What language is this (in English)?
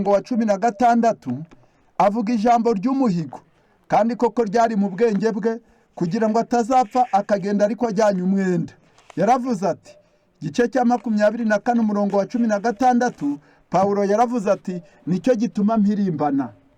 Kinyarwanda